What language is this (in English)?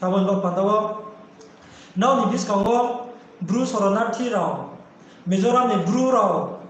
Riang (India)